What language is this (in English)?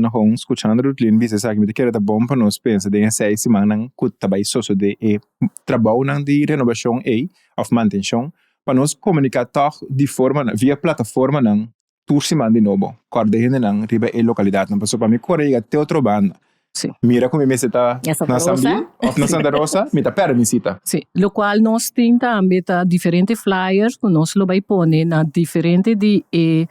Papiamento